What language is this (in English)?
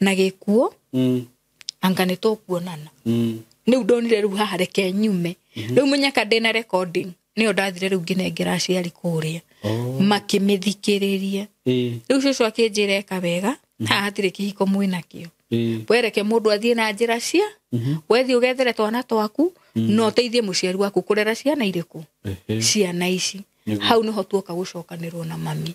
Kikuyu